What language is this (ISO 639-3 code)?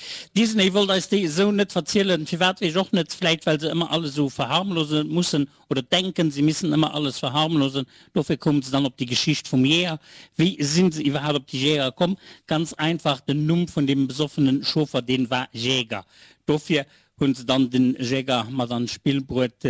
ltz